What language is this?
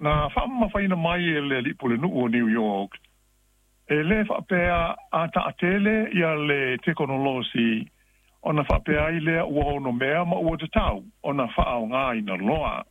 Samoan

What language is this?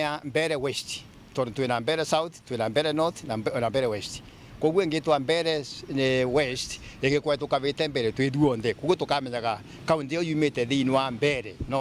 Meru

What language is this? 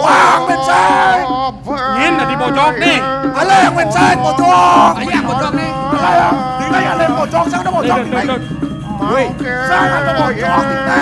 Balinese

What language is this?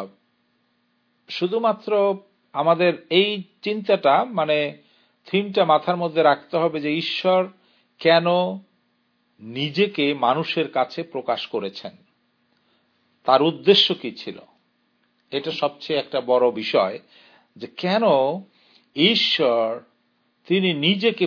Bangla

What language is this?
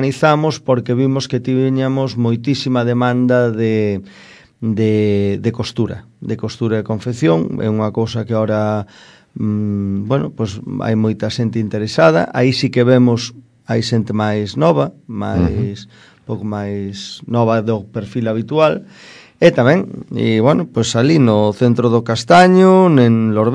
Galician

